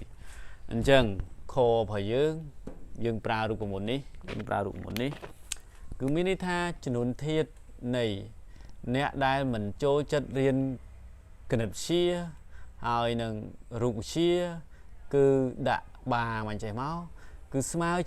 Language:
Khmer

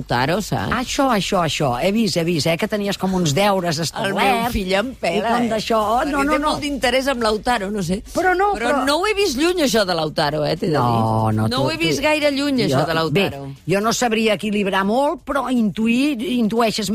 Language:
Catalan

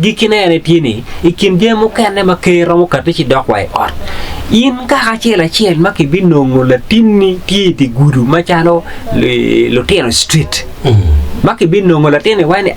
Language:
Acoli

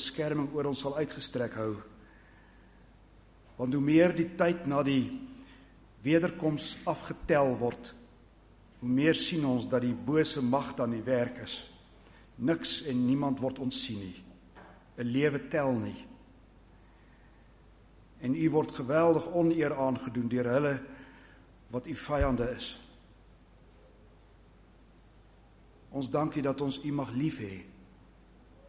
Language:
Afrikaans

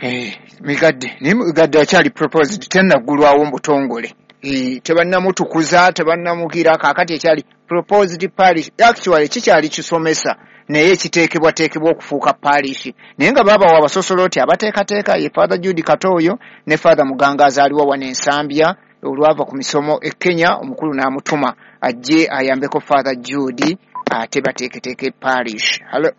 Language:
Ganda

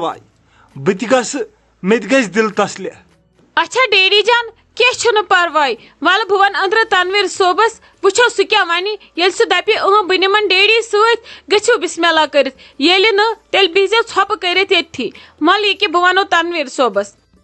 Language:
Kashmiri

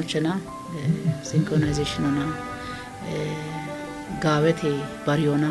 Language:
Kafa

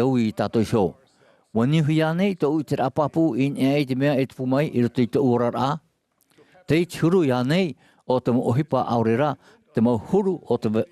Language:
Tahitian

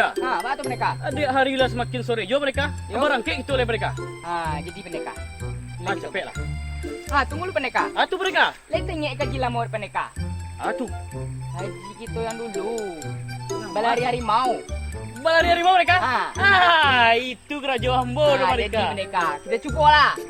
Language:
Minangkabau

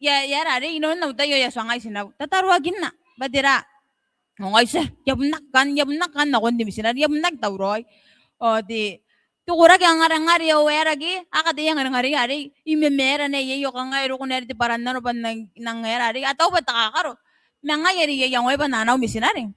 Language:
Gilbertese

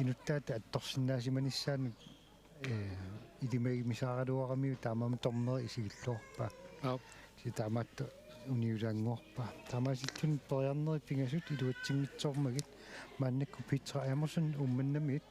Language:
Kalaallisut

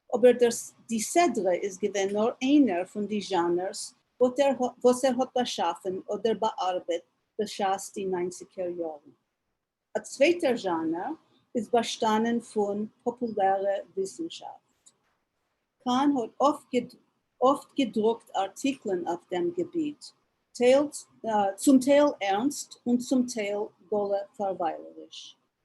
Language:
Yiddish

